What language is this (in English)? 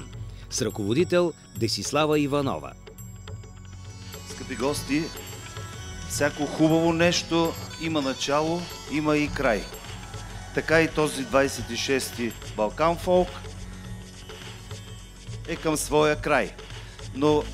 Bulgarian